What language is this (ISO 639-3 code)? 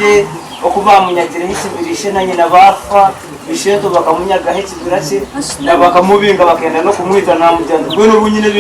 nyn